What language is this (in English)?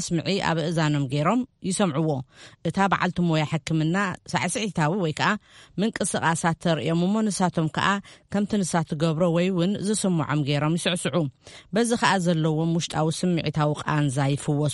Tigrinya